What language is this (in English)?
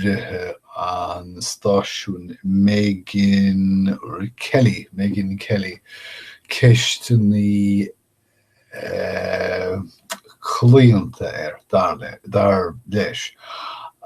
Irish